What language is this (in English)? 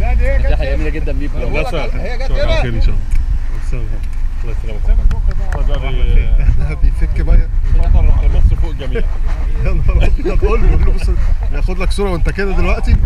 Egyptian Arabic